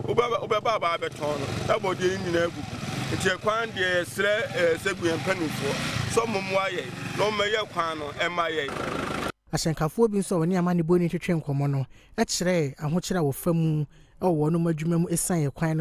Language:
Akan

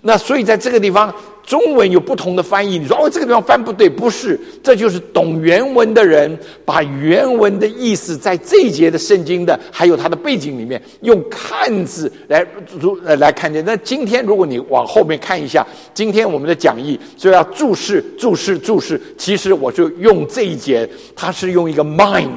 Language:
Chinese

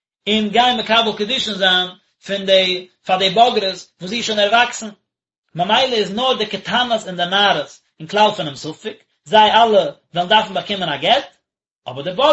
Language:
Yiddish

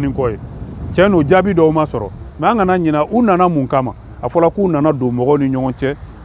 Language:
Bambara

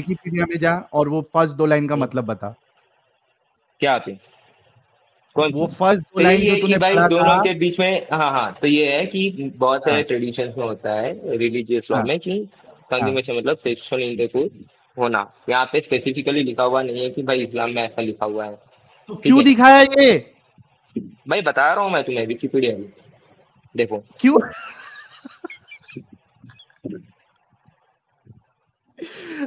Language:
Hindi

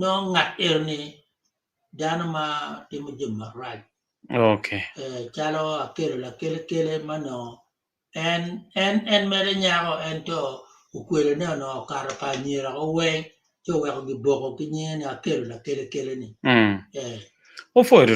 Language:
Acoli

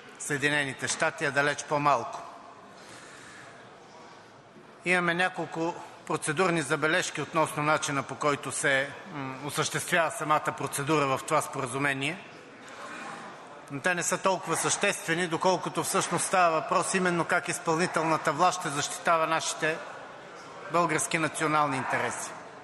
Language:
Bulgarian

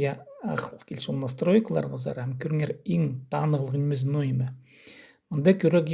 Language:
Khakas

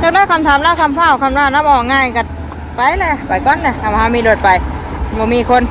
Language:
Northeastern Thai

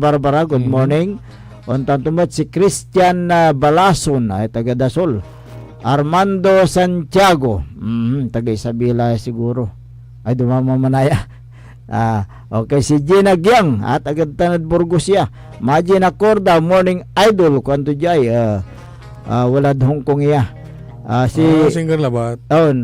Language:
Pangasinan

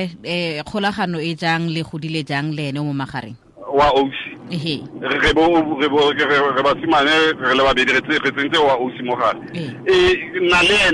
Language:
Tswana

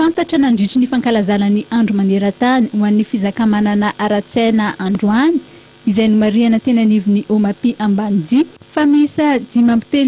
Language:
Malagasy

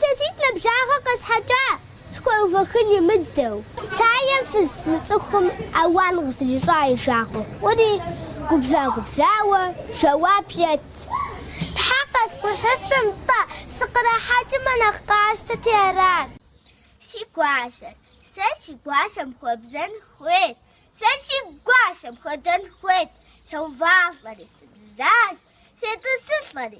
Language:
Kabardian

